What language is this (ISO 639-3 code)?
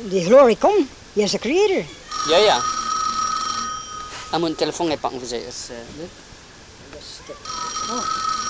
nld